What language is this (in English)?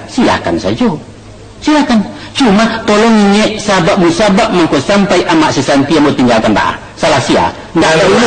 Minangkabau